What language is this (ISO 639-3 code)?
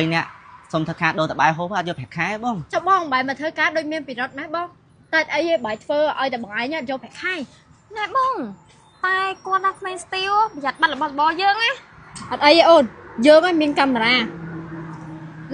khm